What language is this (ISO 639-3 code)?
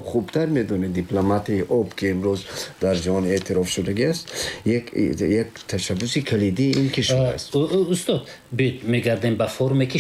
tgk